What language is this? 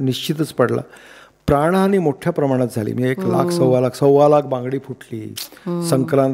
Marathi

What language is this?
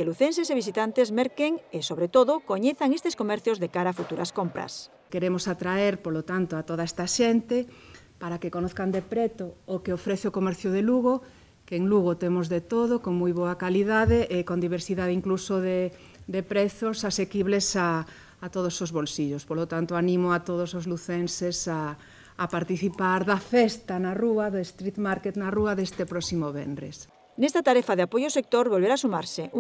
Galician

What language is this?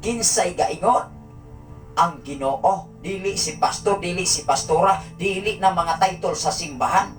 Cebuano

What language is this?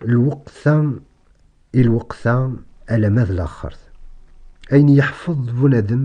Kabyle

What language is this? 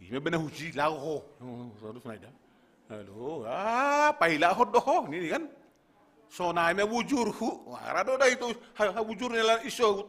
Batak Simalungun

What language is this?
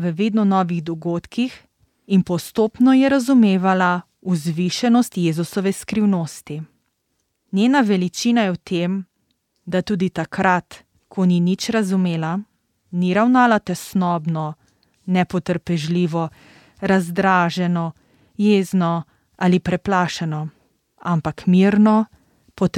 Slovenian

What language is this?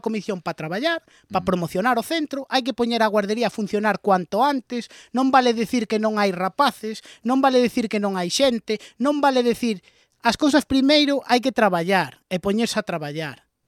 Galician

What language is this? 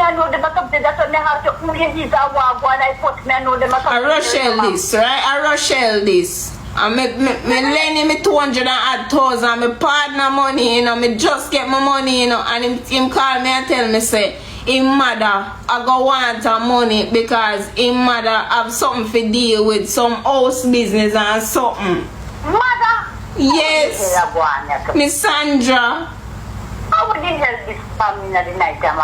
Jamaican Creole English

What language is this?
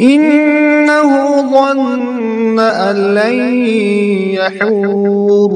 Kashmiri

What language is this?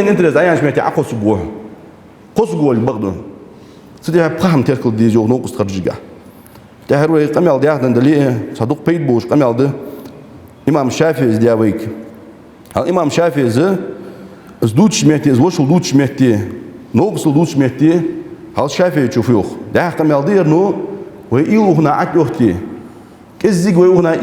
Ingush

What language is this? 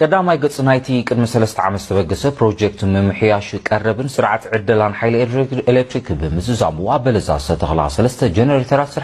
Tigrinya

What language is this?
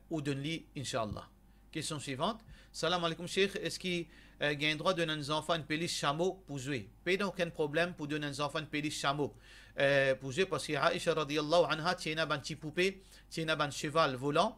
Morisyen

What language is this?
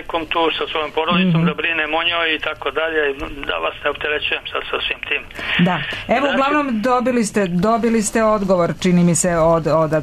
Serbian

